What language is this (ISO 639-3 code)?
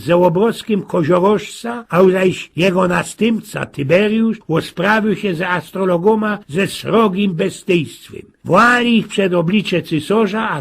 szl